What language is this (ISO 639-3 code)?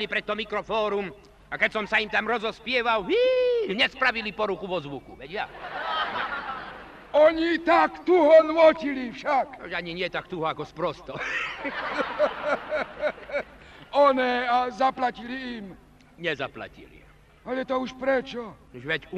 slk